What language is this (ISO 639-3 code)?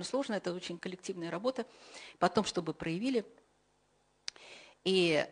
rus